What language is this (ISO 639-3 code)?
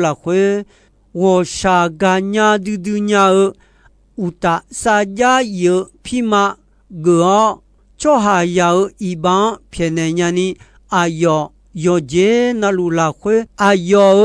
ahk